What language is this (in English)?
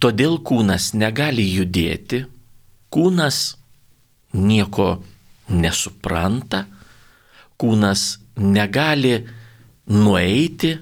Lithuanian